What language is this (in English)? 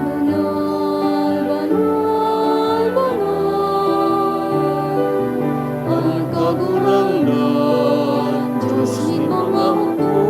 Bikol